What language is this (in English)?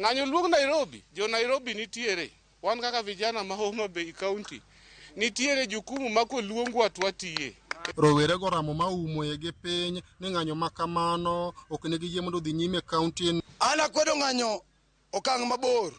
Luo (Kenya and Tanzania)